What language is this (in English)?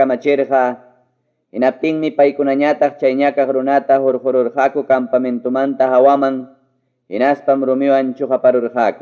Ayacucho Quechua